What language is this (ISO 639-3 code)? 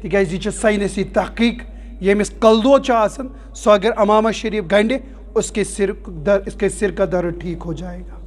kas